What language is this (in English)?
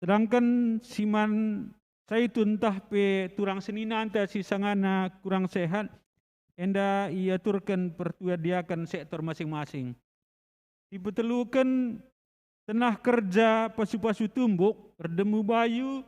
Batak Karo